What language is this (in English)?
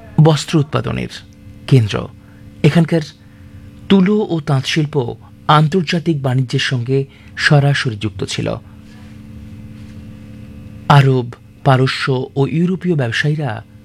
Bangla